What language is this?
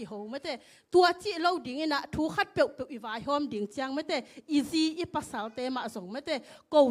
Tedim Chin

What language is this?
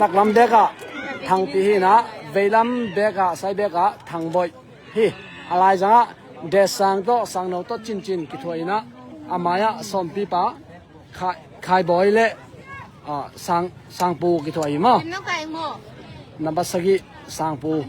Tedim Chin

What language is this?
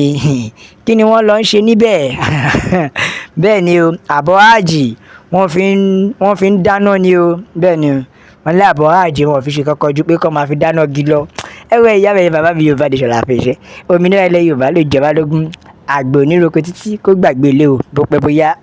Yoruba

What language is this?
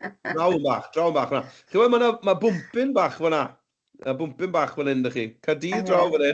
Welsh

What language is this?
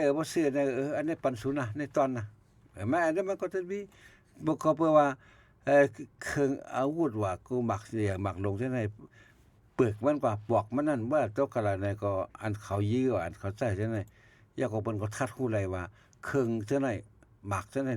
Shan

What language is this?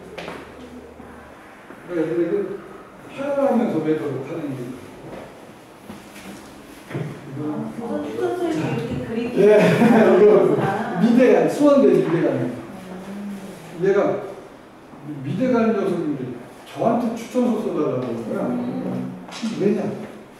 Korean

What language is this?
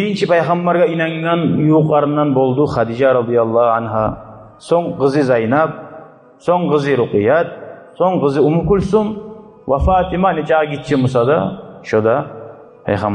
Kumyk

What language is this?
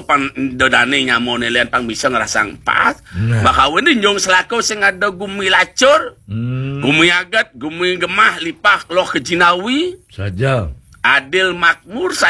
Balinese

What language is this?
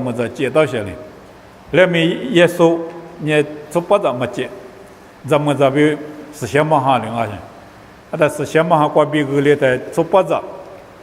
Lisu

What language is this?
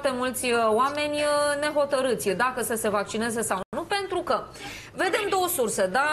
Romanian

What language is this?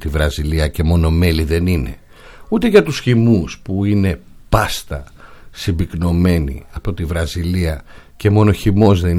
Greek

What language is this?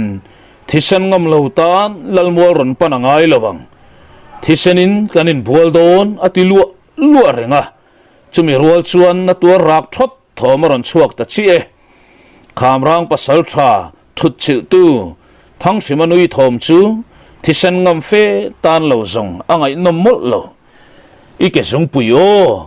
Mizo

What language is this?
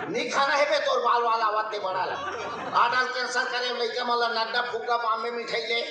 Chhattisgarhi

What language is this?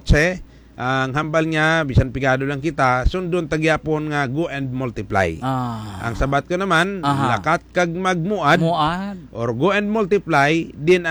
Hiligaynon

